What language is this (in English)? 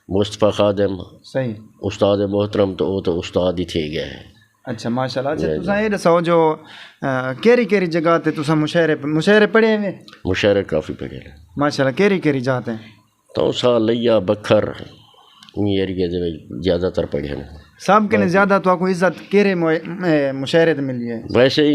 Saraiki